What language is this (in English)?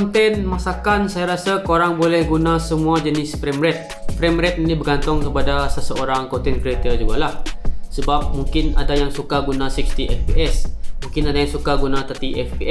Malay